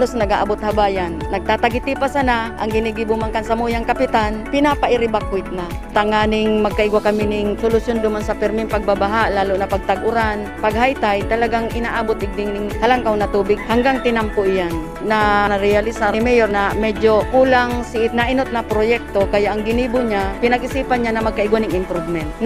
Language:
Bikol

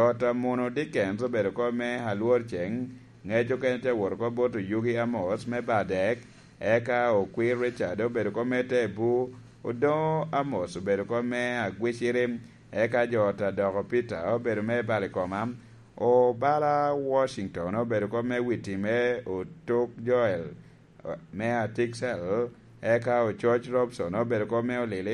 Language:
Lango (Uganda)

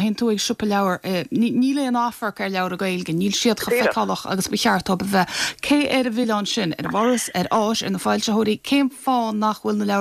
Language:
Irish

